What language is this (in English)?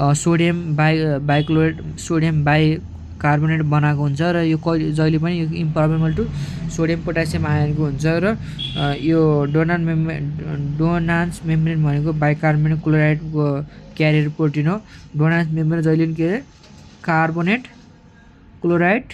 Nepali